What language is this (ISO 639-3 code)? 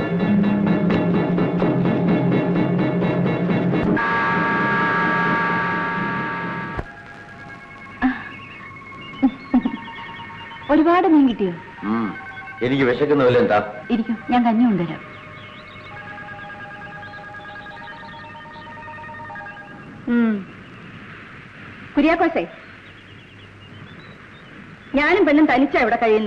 mal